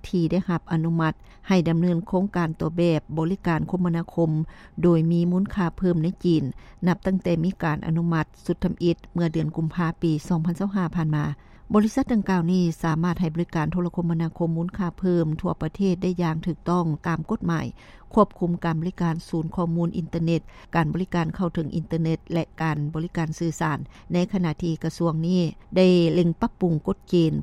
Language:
Lao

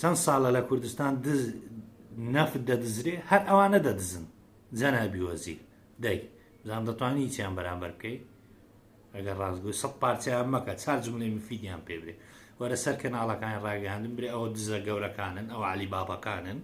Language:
Central Kurdish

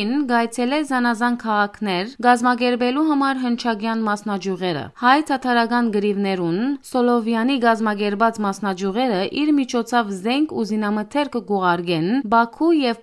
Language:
Western Armenian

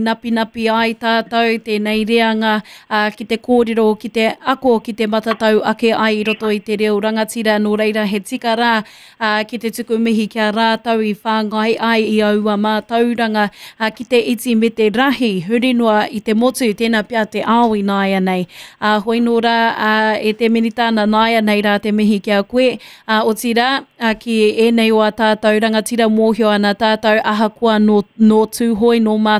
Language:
Māori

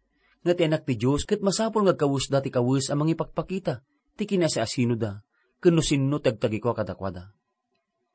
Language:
Iloko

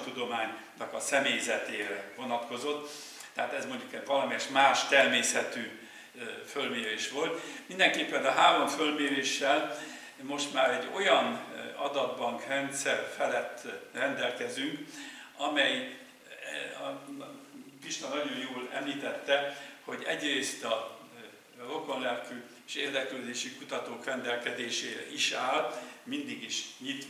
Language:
Hungarian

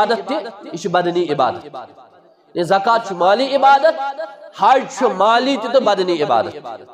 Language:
Kashmiri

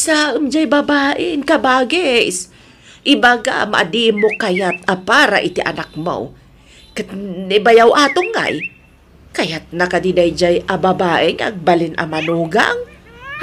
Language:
Iloko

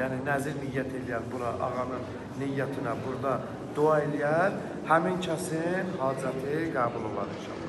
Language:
Azerbaijani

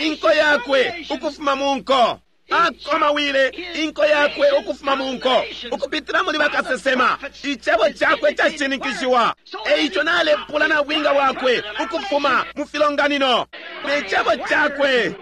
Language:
Bemba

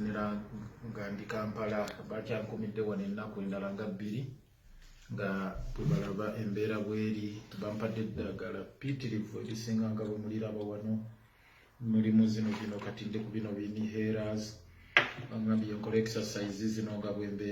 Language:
Ganda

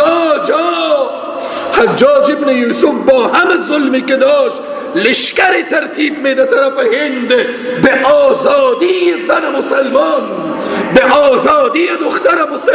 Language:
Persian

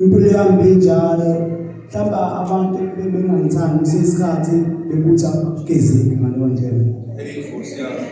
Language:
Zulu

